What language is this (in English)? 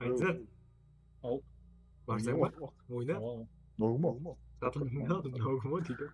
Kara-Kalpak